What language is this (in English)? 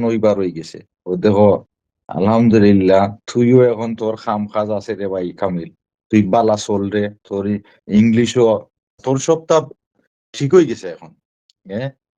Sylheti